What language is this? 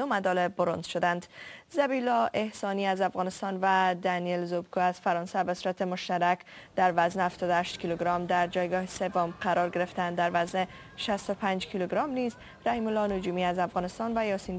Persian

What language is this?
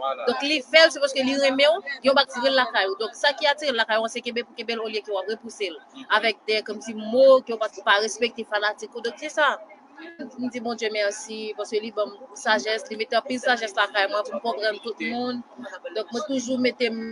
Haitian Creole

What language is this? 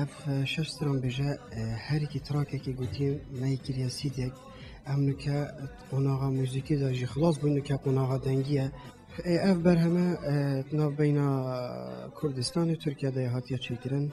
Kurdish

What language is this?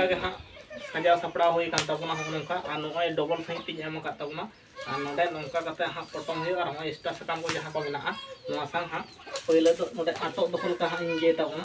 Santali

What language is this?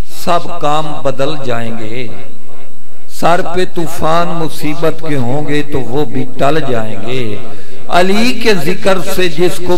Urdu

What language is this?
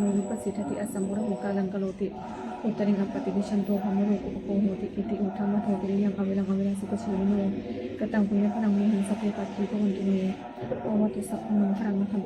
Pali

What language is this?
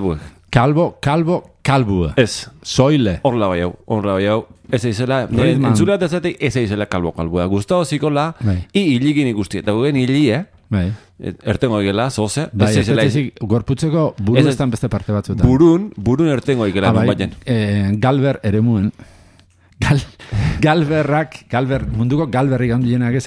Basque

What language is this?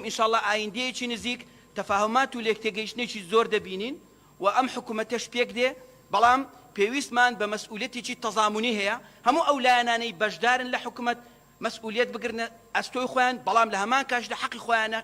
Central Kurdish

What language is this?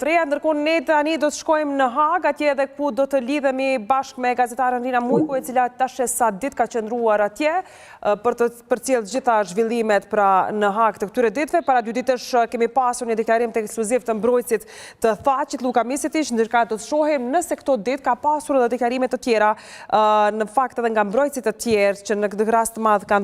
Albanian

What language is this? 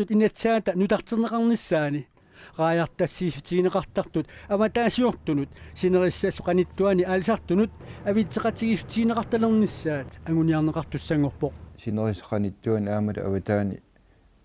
Kalaallisut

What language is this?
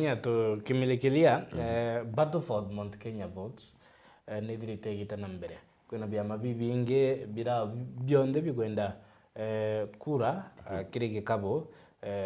Meru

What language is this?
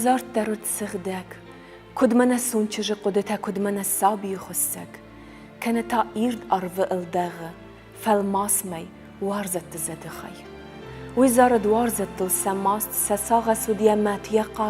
Ossetic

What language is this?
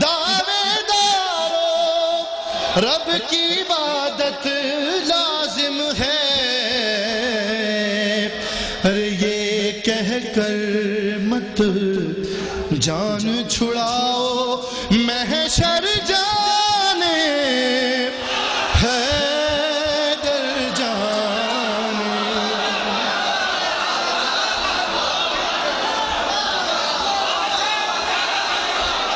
Urdu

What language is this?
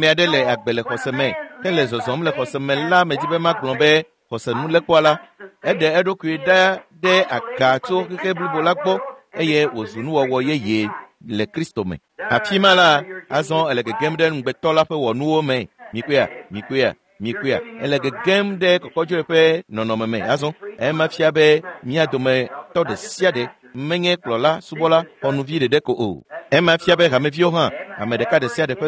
Ewe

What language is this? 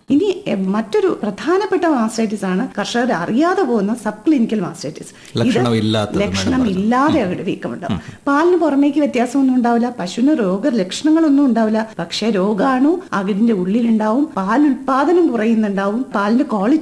Malayalam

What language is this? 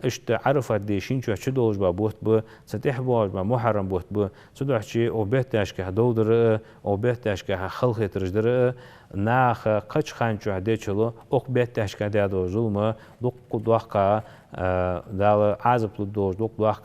Ingush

